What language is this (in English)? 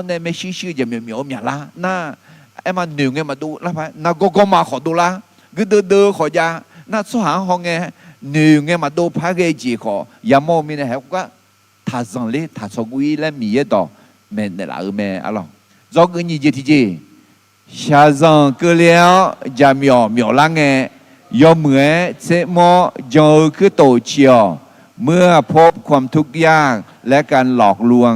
Akha